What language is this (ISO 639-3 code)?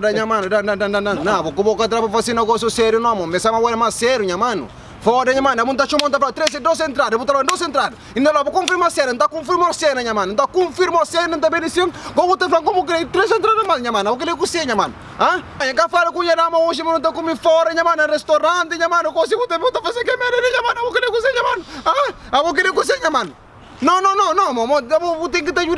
kea